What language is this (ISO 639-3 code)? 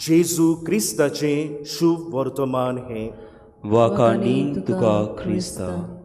kok